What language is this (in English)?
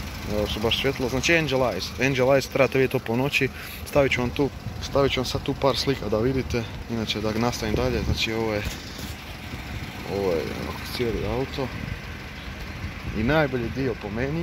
Croatian